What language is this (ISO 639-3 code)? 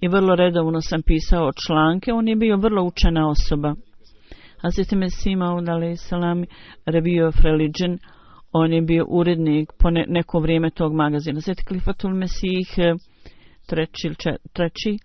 bos